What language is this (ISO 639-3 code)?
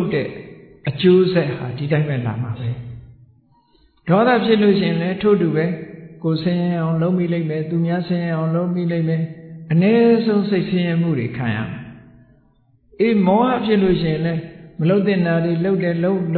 mya